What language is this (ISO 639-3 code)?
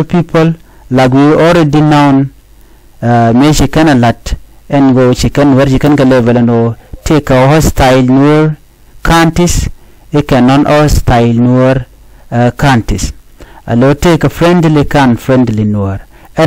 nus